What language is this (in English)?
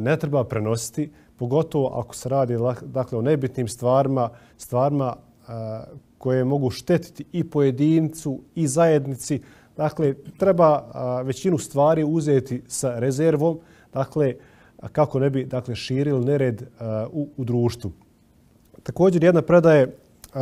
Bosnian